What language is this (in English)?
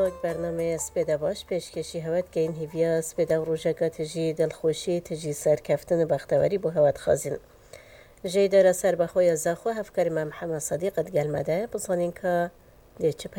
Kurdish